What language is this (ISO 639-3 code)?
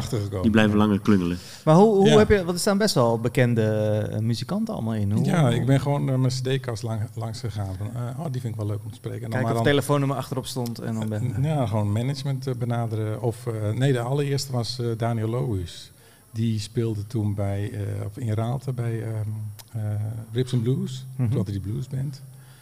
nld